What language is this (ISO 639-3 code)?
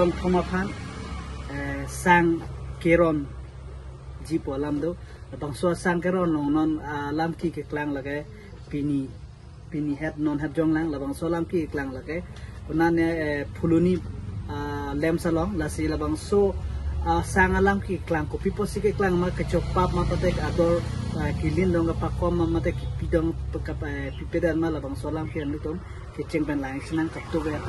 mjw